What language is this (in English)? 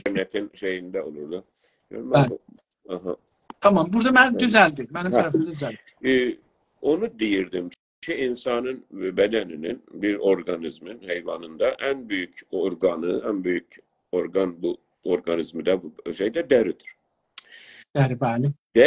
South Azerbaijani